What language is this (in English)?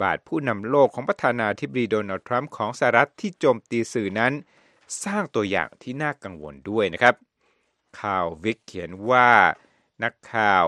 Thai